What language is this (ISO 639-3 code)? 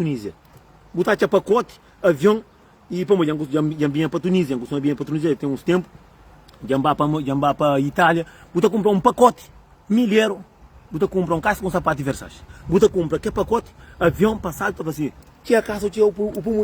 kea